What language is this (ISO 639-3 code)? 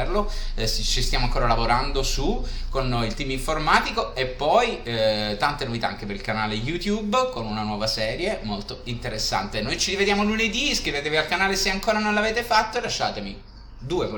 ita